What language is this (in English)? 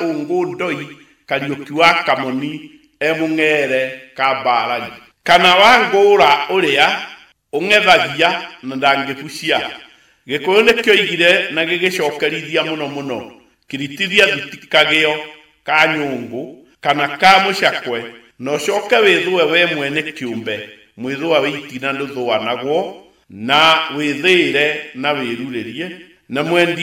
Kikuyu